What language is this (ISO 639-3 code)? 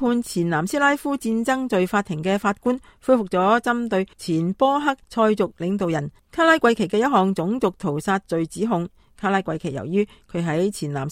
yue